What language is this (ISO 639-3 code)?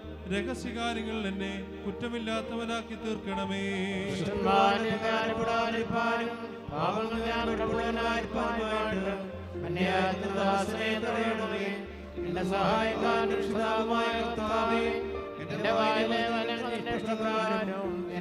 mal